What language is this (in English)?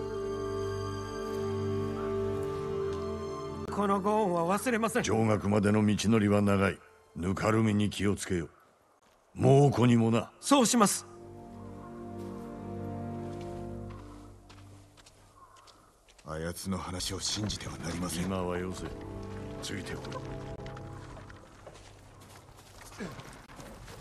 Japanese